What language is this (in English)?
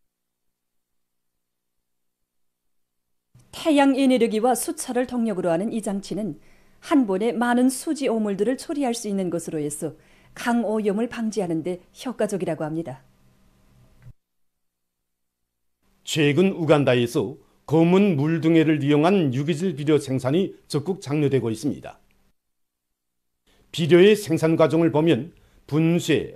Korean